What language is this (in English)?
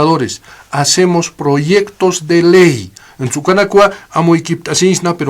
Aymara